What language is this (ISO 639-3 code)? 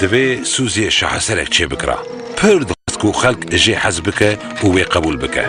kur